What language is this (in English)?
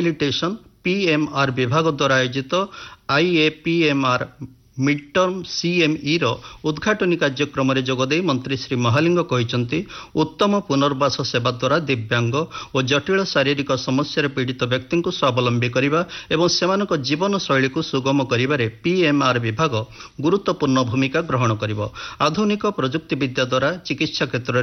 Odia